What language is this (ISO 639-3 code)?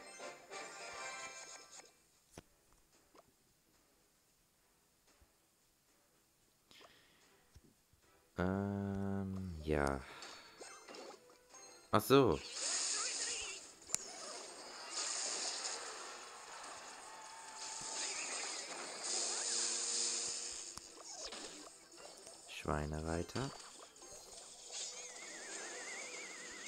deu